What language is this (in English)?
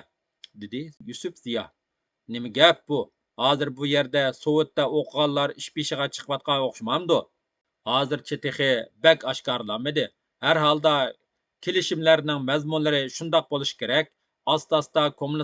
Uyghur